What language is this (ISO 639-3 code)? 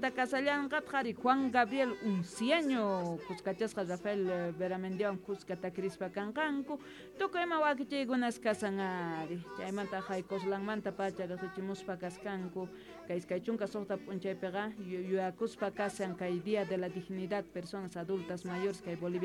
que